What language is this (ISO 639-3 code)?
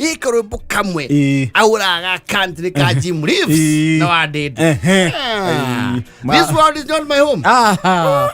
kik